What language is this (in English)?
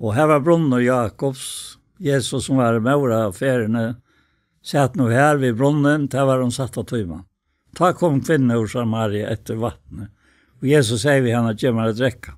Faroese